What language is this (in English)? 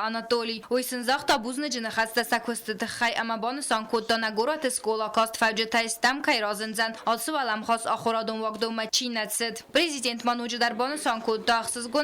Ossetic